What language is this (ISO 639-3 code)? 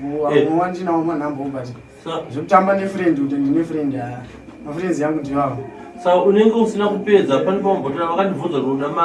sna